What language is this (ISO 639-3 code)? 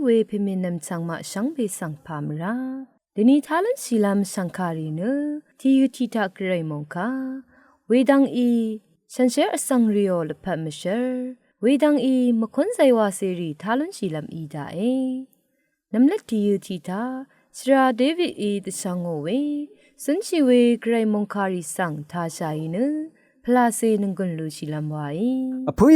raw